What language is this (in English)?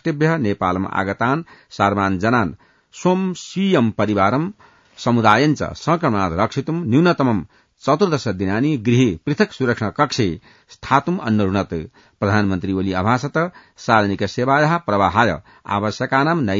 Sanskrit